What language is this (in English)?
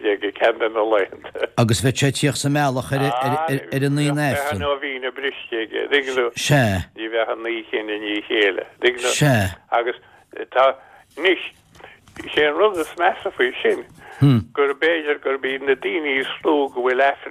Irish